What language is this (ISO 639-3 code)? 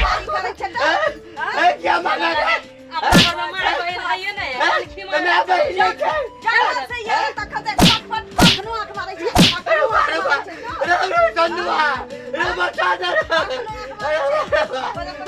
mai